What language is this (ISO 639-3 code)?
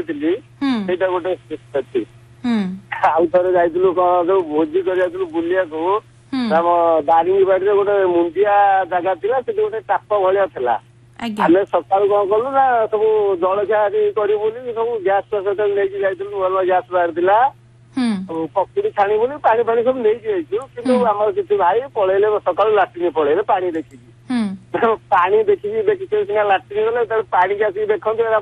ori